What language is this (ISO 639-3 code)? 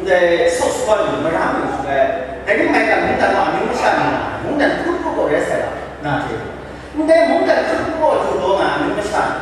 kac